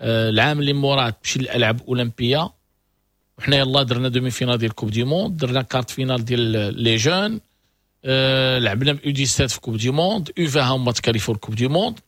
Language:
Moroccan Arabic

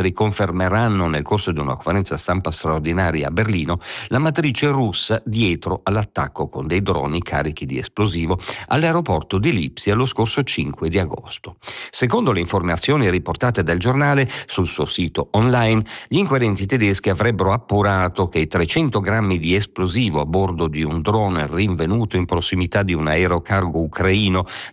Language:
Italian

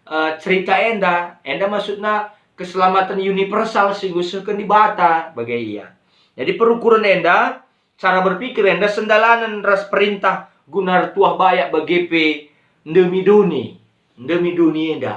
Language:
Batak Karo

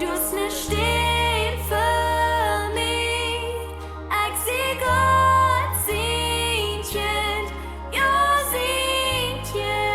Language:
Plautdietsch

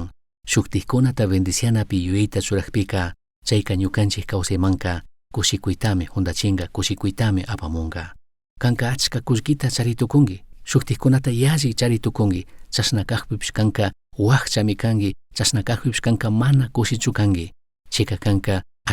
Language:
Chimborazo Highland Quichua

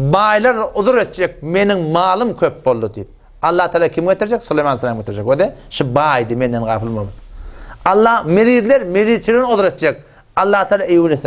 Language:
Turkmen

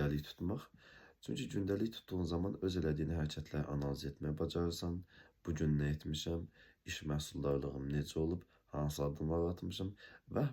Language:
Azerbaijani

